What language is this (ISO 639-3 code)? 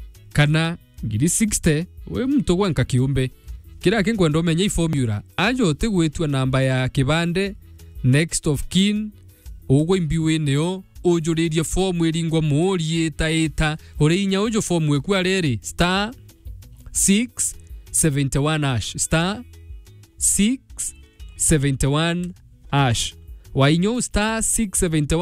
mer